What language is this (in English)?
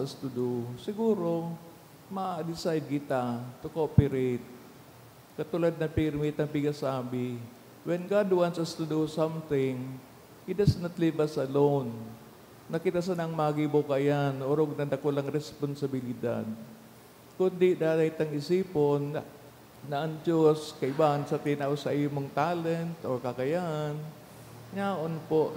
Bikol